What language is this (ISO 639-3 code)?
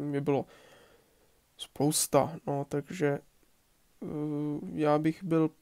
ces